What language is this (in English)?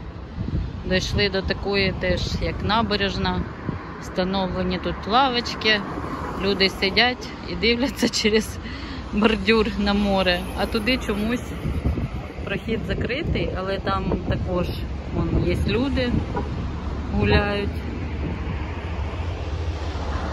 Ukrainian